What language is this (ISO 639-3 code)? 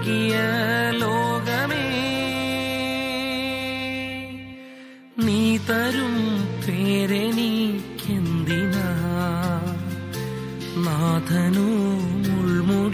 mal